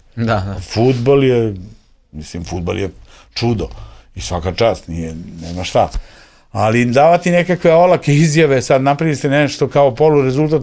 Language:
Serbian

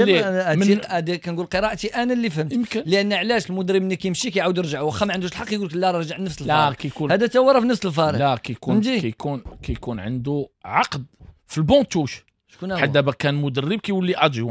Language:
Moroccan Arabic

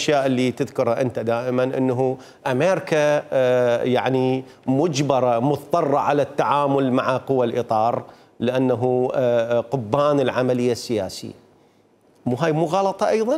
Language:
Mesopotamian Arabic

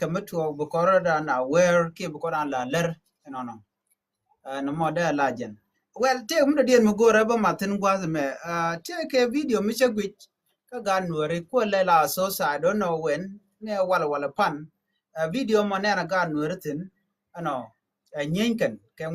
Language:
Nuer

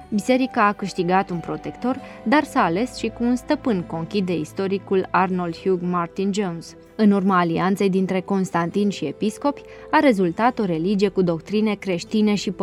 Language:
Romanian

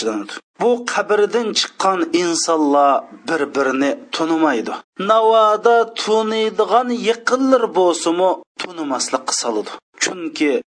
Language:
Uyghur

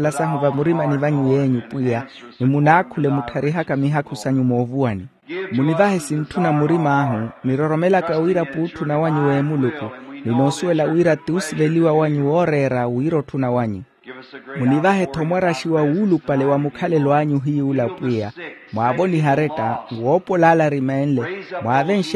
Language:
Makhuwa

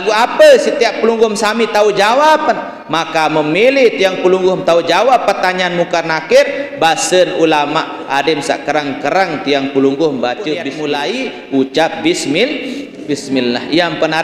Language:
Sasak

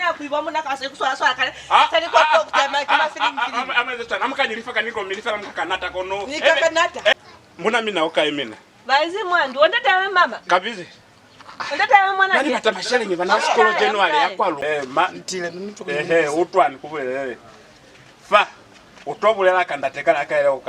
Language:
Lozi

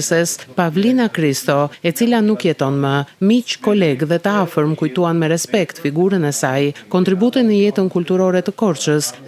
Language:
Albanian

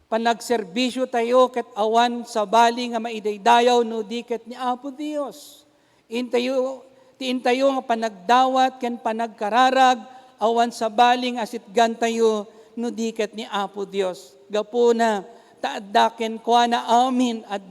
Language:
Iloko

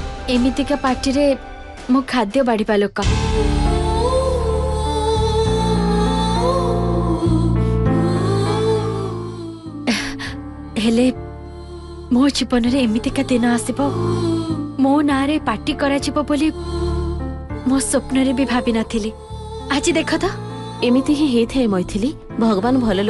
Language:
Odia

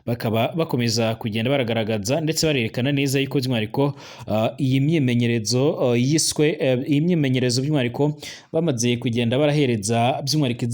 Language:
Rundi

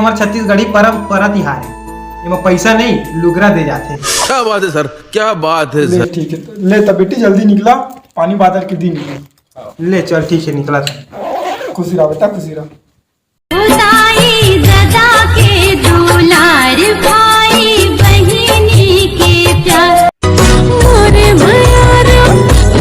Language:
Chhattisgarhi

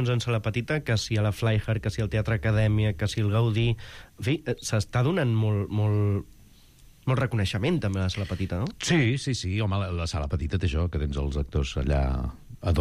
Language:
Catalan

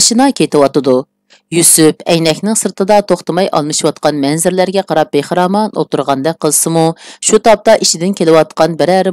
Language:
Uyghur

